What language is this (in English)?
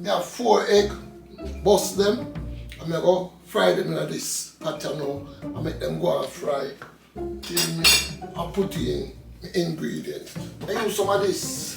Jamaican Creole English